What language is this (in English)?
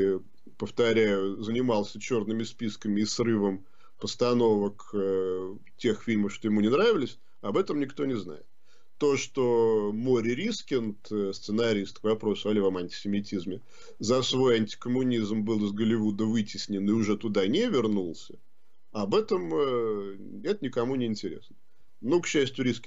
Russian